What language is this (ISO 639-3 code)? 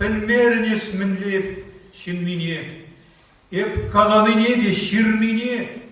chv